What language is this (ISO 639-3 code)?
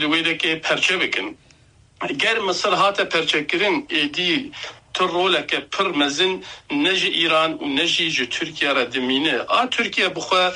kur